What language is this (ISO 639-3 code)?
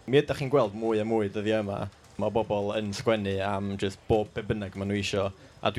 cym